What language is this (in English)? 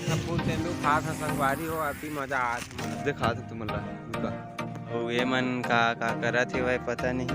Chhattisgarhi